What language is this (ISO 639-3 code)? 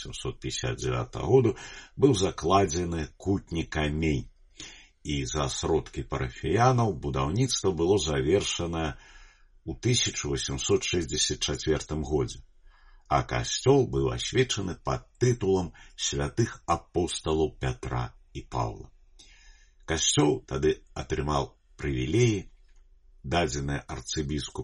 bel